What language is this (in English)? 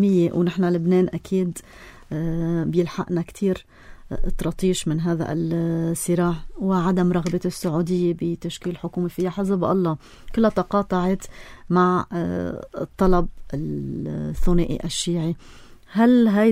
North Levantine Arabic